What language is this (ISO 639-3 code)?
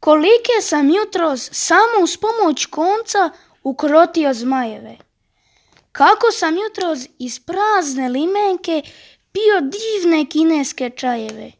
srp